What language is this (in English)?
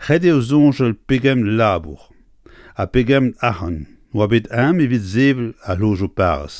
Breton